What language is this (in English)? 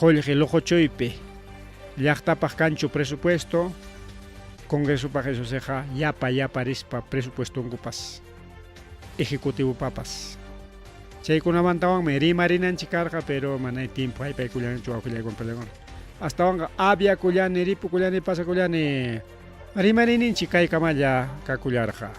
Ayacucho Quechua